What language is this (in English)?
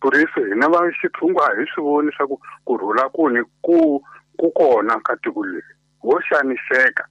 Tsonga